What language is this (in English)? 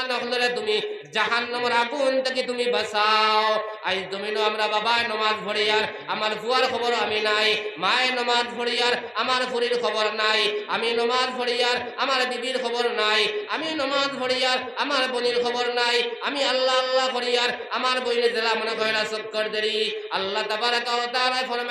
Sylheti